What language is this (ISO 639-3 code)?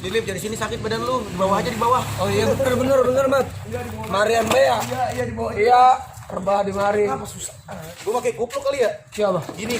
bew